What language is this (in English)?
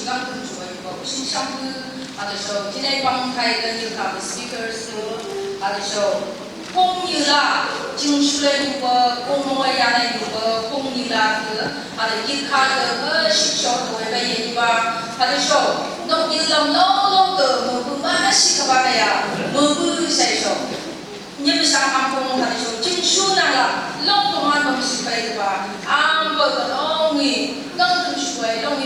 Phom Naga